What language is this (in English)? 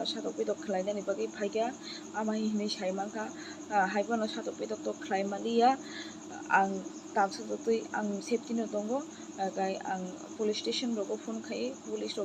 Kok Borok